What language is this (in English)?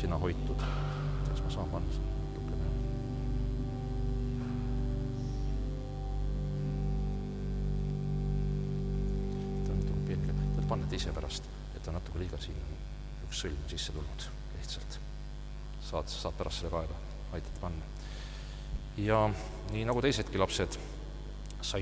Estonian